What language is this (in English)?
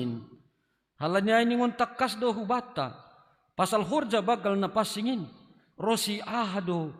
Batak Simalungun